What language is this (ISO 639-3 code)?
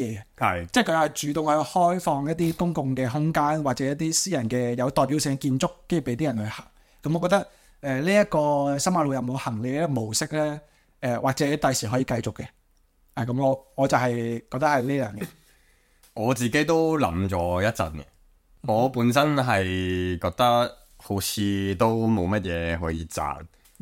yue